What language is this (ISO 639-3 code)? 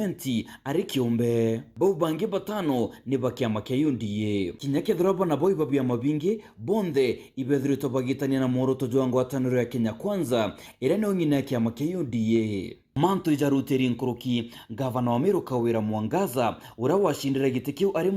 mer